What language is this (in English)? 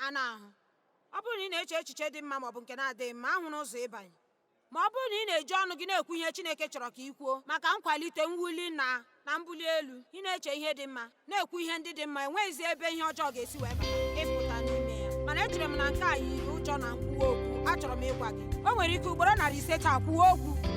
Igbo